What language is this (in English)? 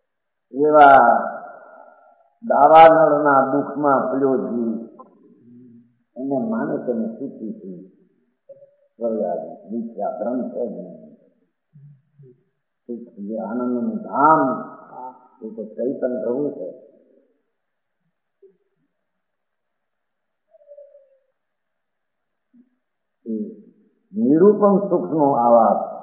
Gujarati